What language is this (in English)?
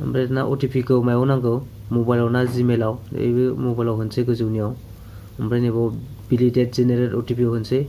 Bodo